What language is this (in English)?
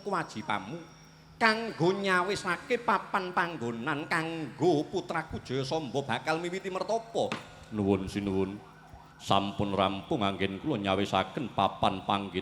Javanese